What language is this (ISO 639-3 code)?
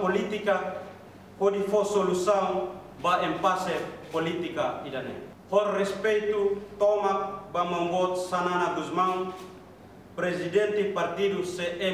tet